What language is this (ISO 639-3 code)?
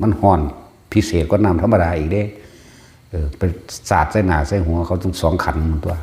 tts